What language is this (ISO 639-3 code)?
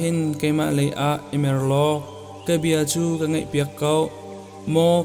cnh